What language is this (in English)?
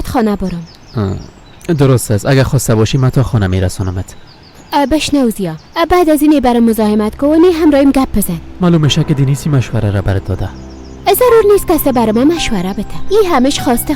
Persian